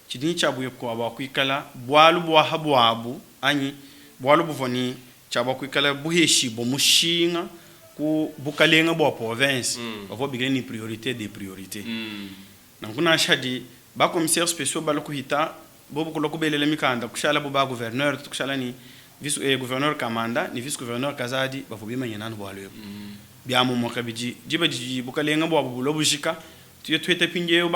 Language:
Luba-Lulua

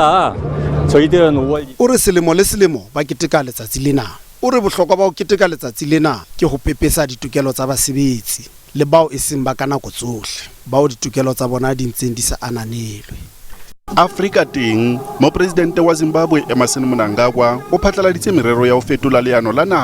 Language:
Southern Sotho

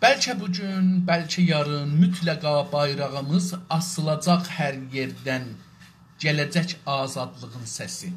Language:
South Azerbaijani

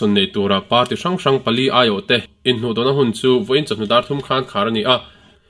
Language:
Mizo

